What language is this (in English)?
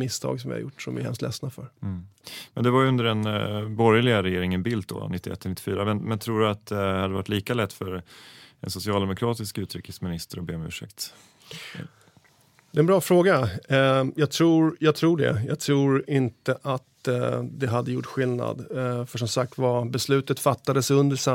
Swedish